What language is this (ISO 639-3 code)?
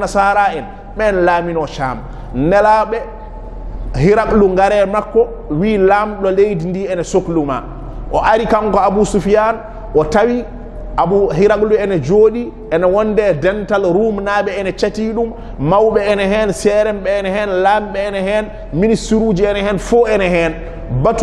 ful